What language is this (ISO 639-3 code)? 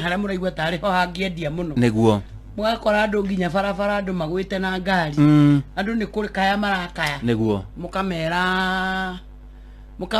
kik